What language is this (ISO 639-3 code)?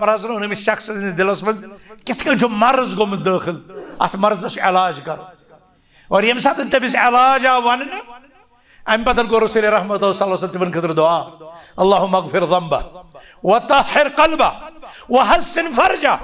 kas